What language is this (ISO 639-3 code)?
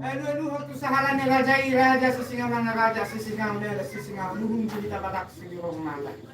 bbc